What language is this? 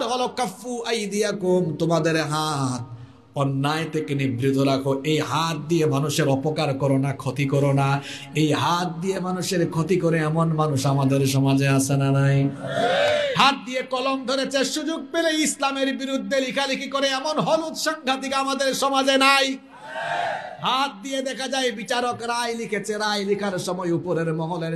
Bangla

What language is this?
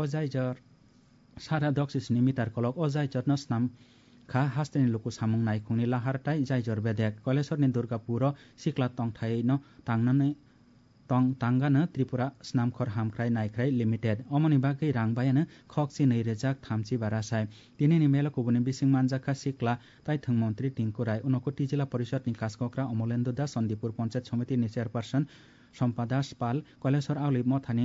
Kok Borok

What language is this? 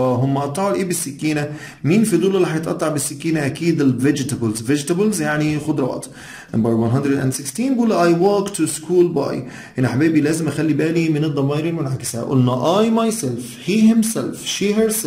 Egyptian Arabic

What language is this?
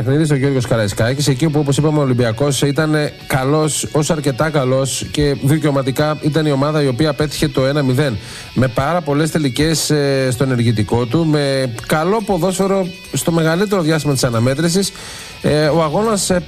Greek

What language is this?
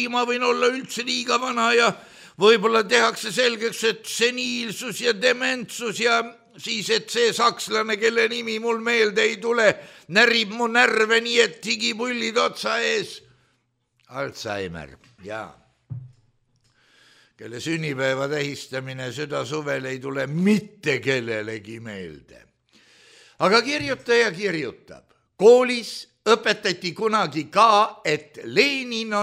Estonian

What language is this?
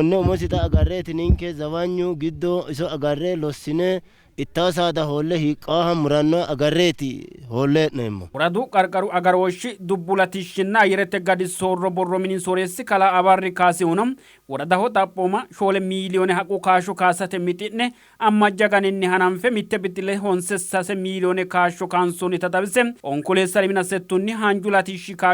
Sidamo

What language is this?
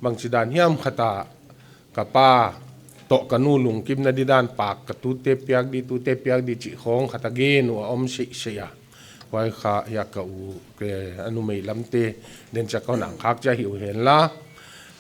Paite Chin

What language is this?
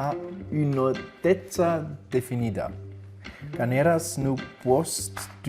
Romansh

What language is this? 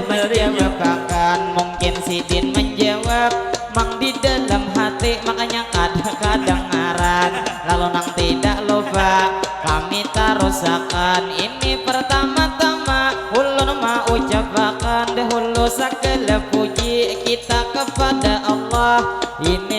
Banjar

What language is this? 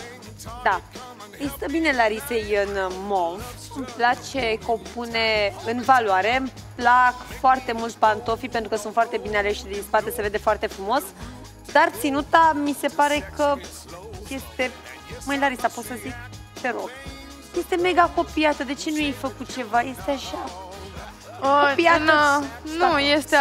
Romanian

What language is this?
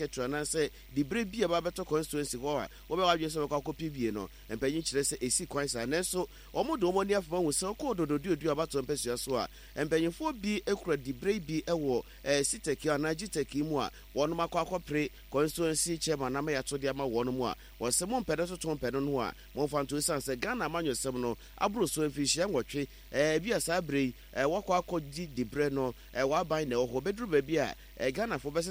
Akan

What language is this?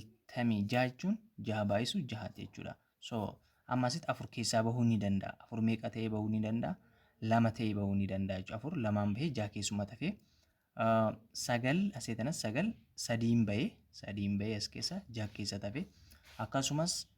Oromo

